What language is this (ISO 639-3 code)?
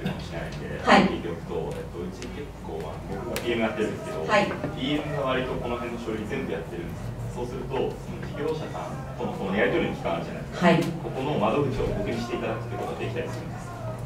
jpn